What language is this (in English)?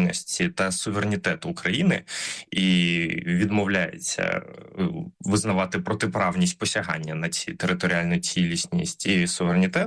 Ukrainian